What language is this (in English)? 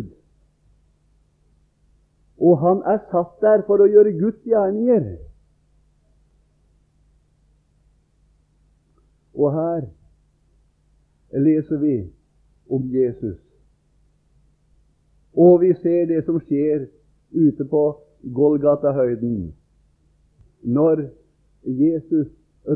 Norwegian